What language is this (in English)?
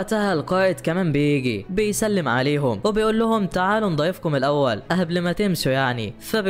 Egyptian Arabic